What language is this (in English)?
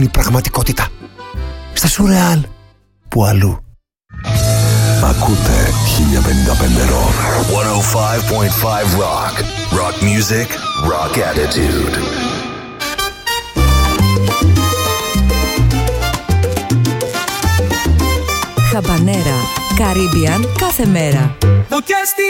Greek